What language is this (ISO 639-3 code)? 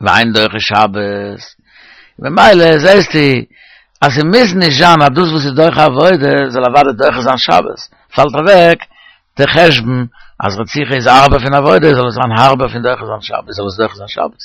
yid